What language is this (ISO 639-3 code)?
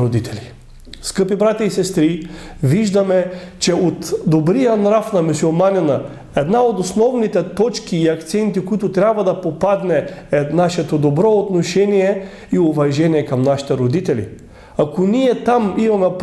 bul